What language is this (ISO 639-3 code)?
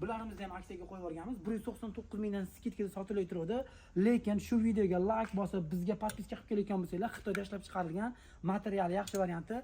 uzb